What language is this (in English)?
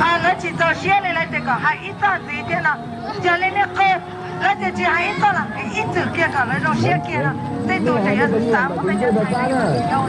Hmong